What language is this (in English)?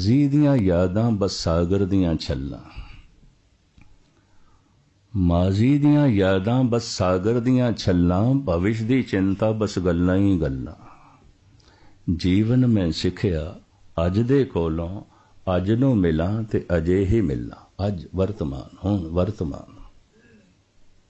Punjabi